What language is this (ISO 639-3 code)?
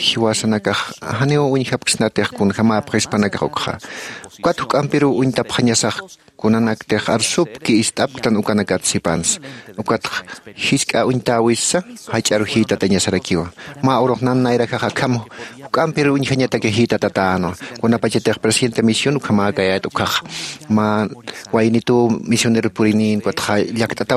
aym